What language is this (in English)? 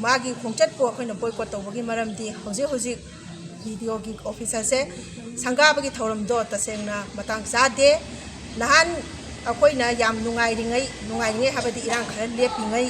Manipuri